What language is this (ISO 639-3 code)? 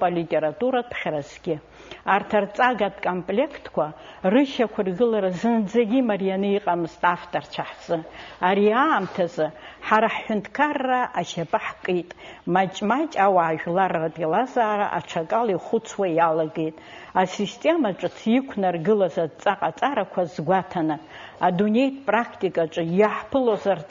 abk